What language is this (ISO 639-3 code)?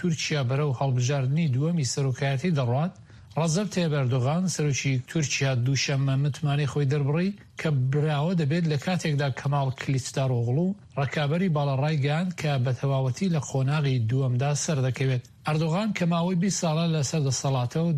ckb